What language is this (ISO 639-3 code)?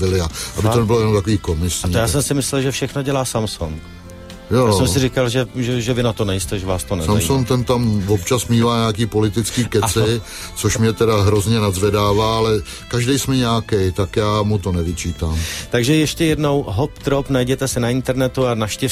ces